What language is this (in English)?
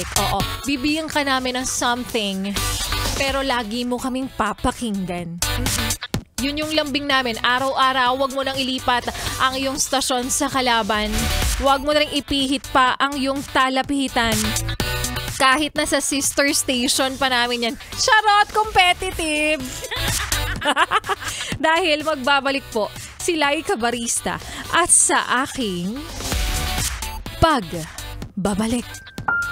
Filipino